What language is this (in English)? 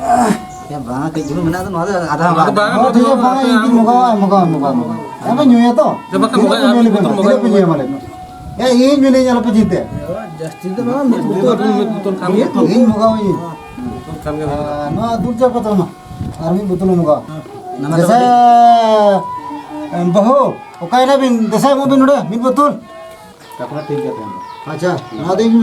Santali